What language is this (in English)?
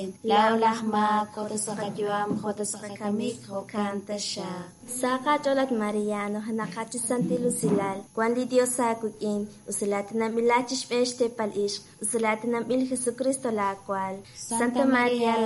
Kekchí